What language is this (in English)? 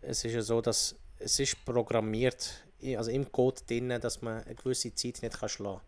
Swiss German